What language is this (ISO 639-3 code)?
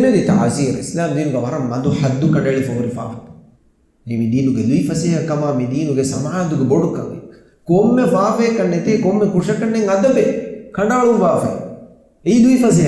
div